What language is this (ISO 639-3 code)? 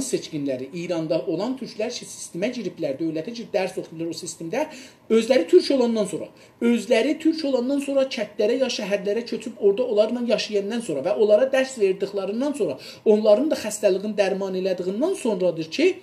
azb